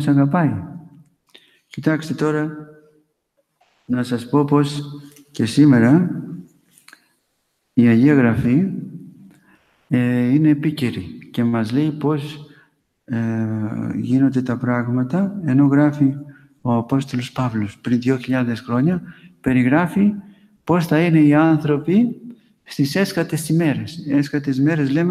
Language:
Greek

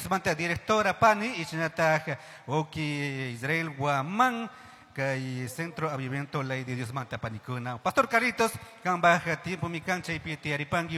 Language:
Chimborazo Highland Quichua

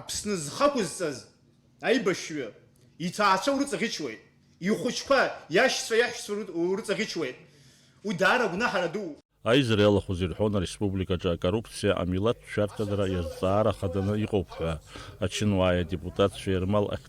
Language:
Abkhazian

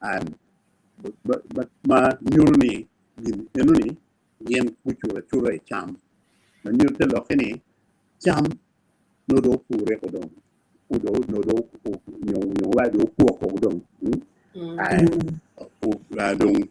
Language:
Acoli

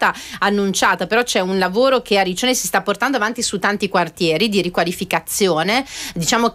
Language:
Italian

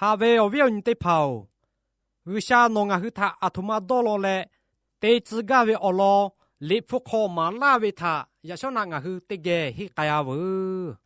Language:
Lahu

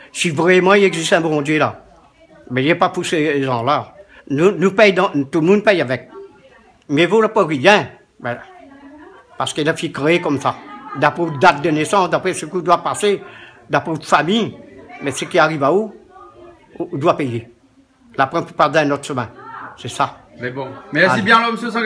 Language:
Réunion Creole French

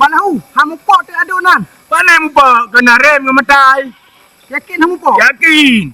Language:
Achinese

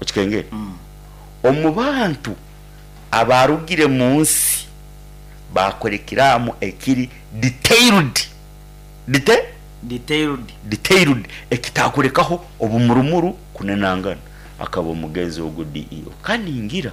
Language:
Nyoro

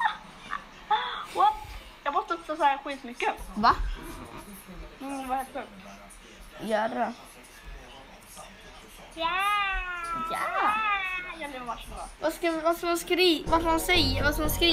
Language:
Swedish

